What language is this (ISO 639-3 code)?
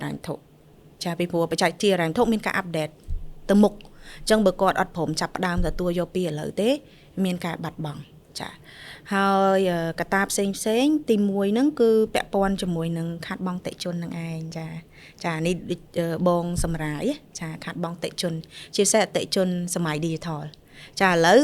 khm